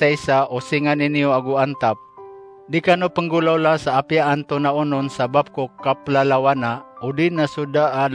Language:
Maranao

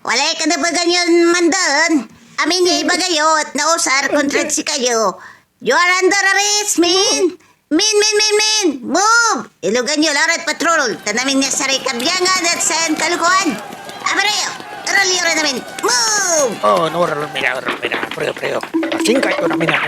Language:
Pangasinan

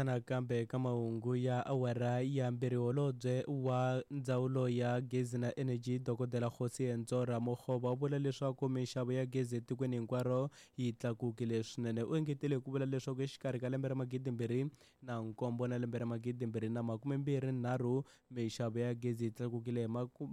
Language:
Tsonga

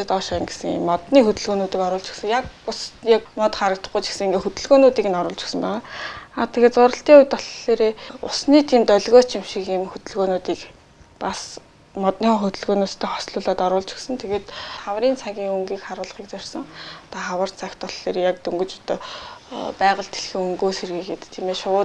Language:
Mongolian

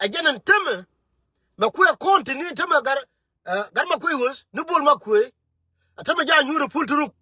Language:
Nuer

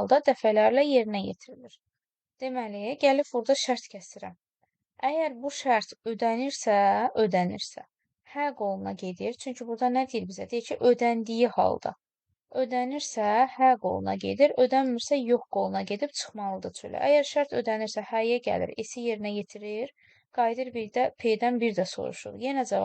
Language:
Azerbaijani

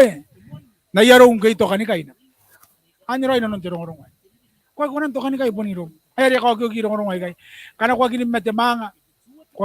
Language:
Gilbertese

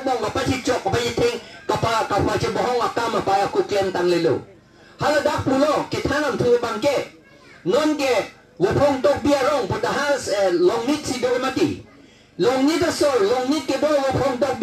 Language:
Karbi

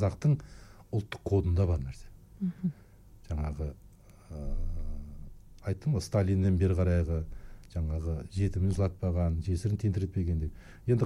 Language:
Kazakh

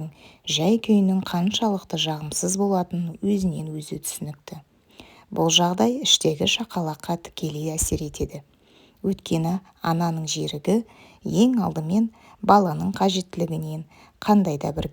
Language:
Kazakh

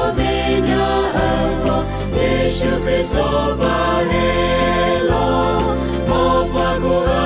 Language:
S'gaw Karen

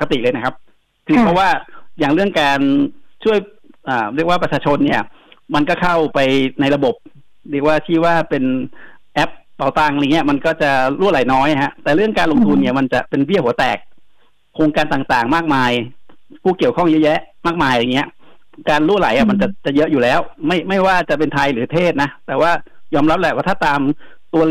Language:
Thai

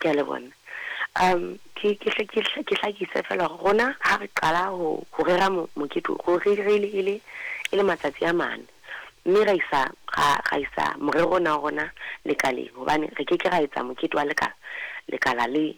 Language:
Southern Sotho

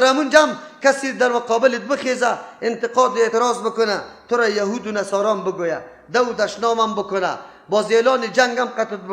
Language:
Persian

